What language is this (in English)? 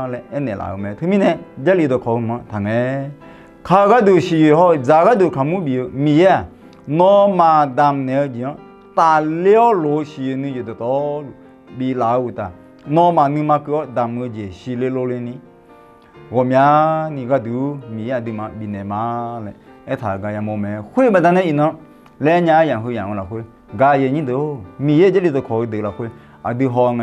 Akha